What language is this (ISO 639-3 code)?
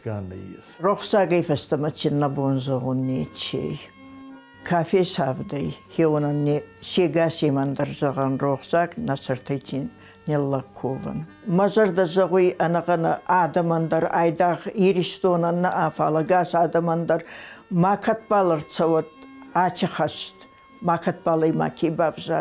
oss